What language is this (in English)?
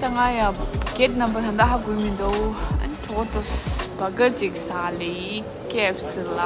Tibetan